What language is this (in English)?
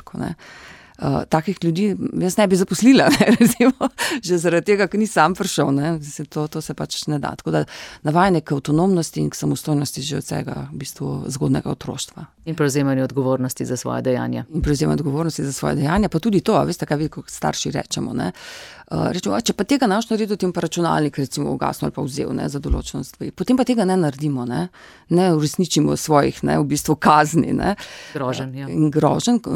Slovenian